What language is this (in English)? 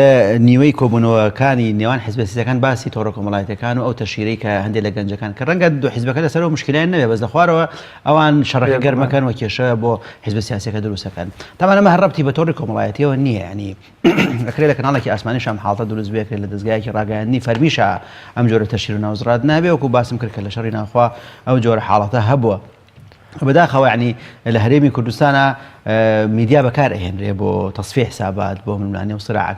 Central Kurdish